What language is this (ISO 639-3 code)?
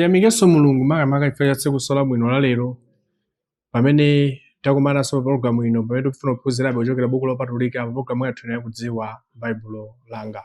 nya